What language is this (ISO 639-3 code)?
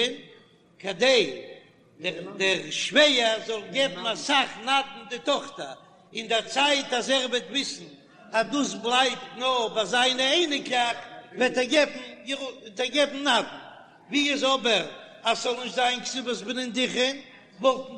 yid